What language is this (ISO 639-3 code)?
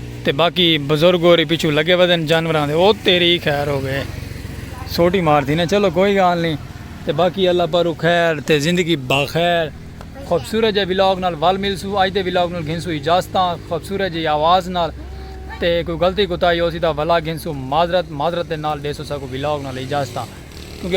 skr